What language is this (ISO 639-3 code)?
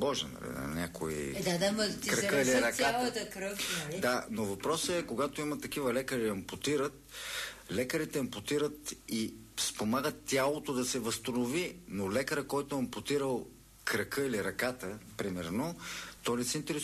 bul